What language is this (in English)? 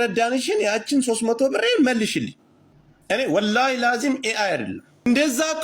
Amharic